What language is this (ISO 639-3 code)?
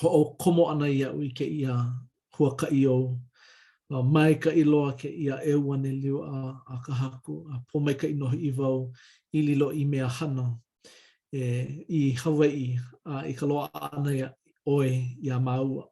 haw